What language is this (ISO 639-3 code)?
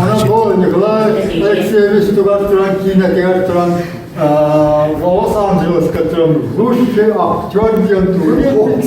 sah